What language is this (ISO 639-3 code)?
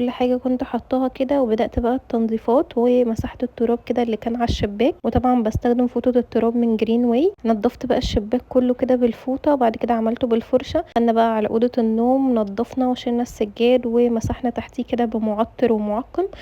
arz